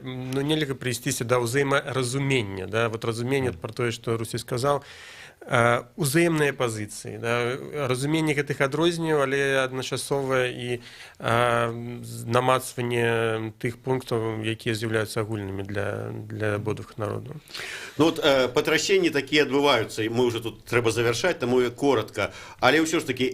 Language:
Belarusian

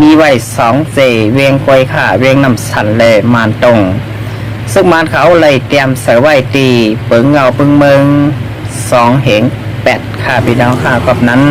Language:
Lao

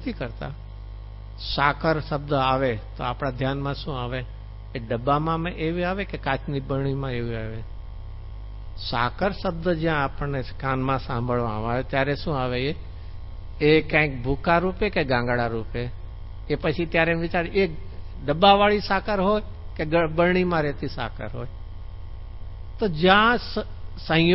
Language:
Gujarati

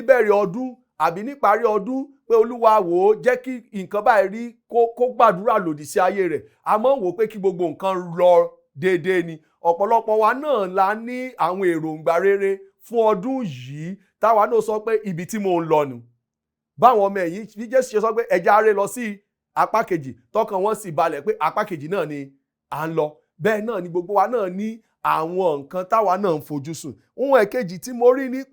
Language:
Yoruba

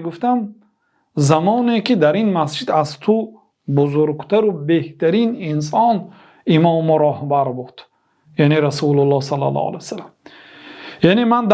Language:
Tajik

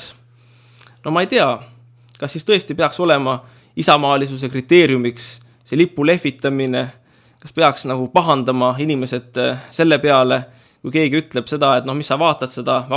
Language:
Estonian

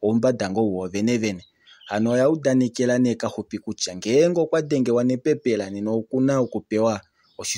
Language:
Kuanyama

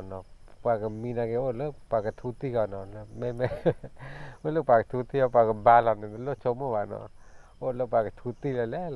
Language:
S'gaw Karen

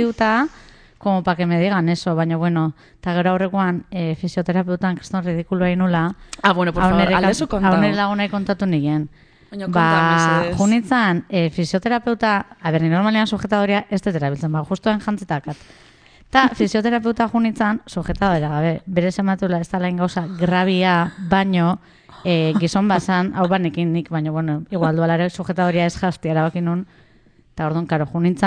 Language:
Basque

